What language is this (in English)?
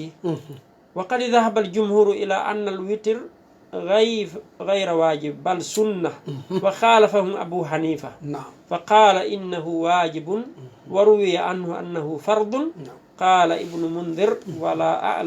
Fula